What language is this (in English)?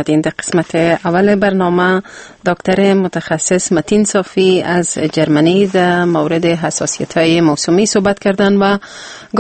Persian